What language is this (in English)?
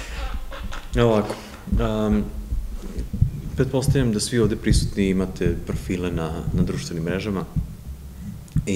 Serbian